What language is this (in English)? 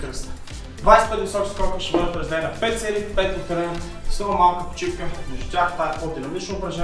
Bulgarian